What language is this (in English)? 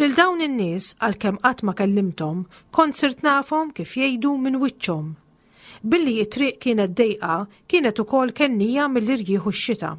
Maltese